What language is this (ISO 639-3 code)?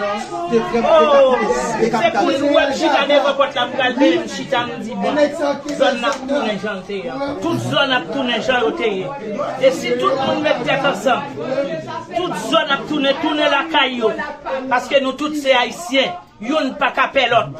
hat